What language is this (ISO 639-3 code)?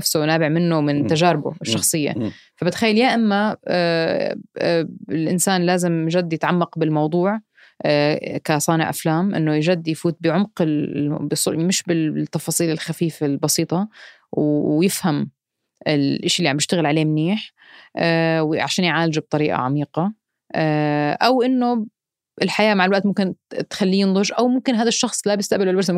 apc